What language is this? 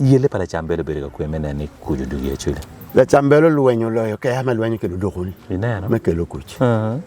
Acoli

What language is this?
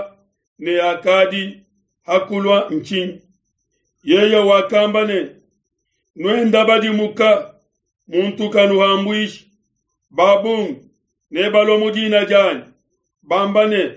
Luba-Lulua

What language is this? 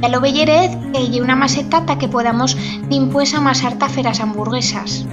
Aragonese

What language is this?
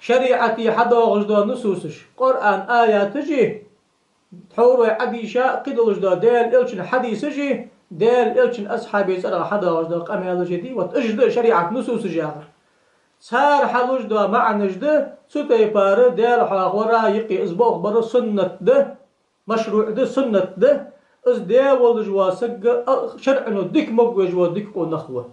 Ingush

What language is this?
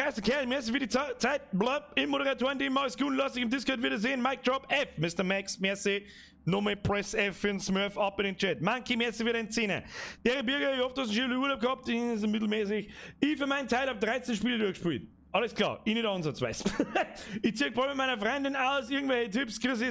Bavarian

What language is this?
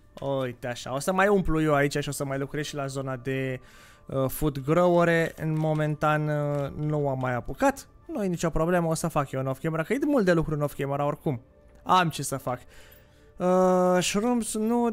Romanian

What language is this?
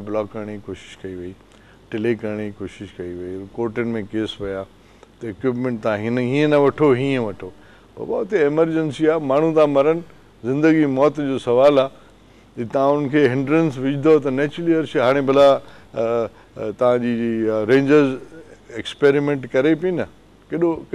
Sindhi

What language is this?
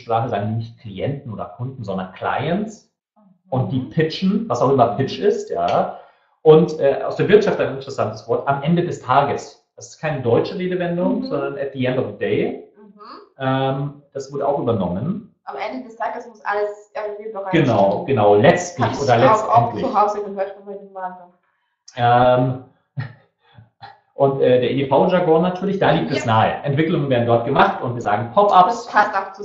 German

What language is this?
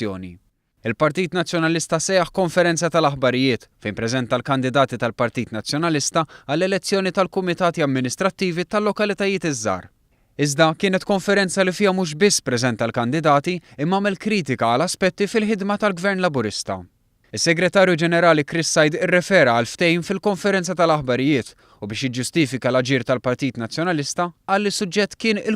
Maltese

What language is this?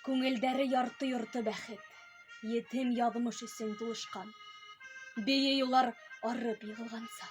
Bashkir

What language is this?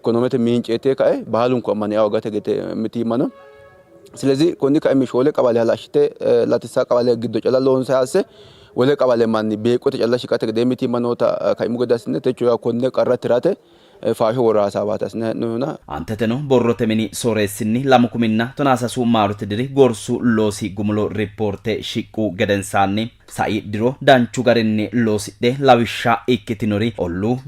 Sidamo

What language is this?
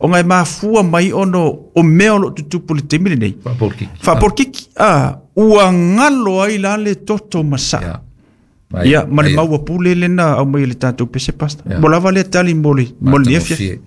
Samoan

